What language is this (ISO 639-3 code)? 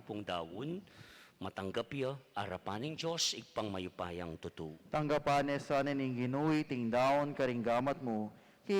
pam